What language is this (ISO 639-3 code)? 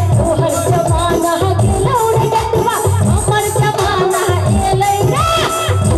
mai